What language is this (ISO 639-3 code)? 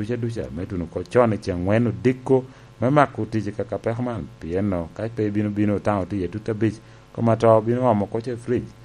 laj